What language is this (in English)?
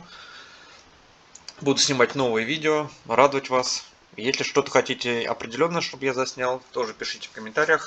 Russian